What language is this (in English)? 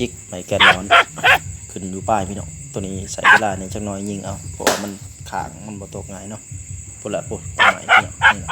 Lao